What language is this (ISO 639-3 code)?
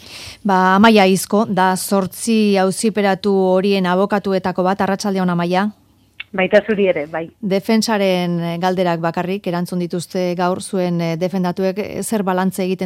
eus